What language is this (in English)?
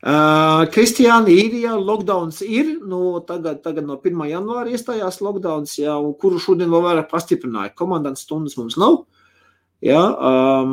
Latvian